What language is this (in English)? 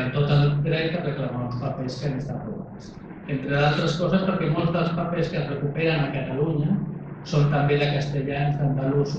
Catalan